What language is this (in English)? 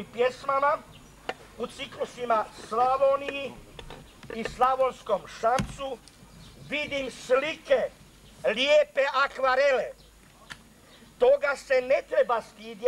Croatian